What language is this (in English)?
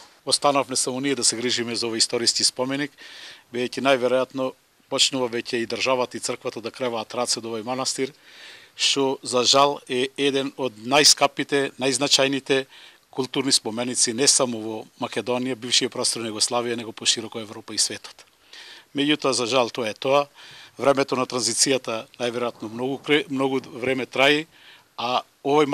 Macedonian